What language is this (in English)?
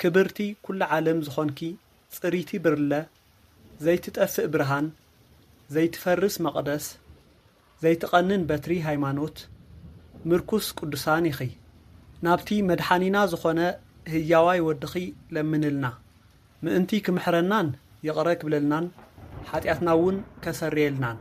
Tigrinya